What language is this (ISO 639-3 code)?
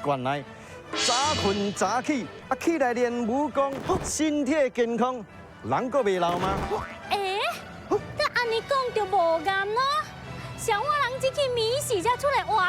nan